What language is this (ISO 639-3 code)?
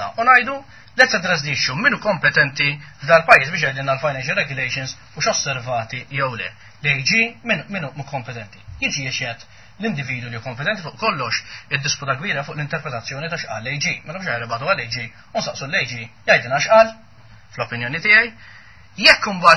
mlt